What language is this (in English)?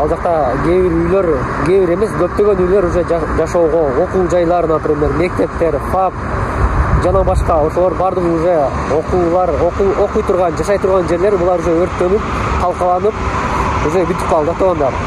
Kyrgyz